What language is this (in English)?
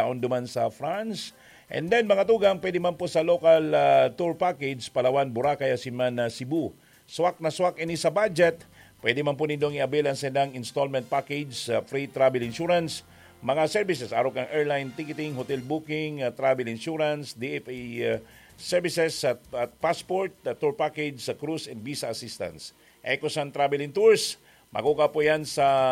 Bikol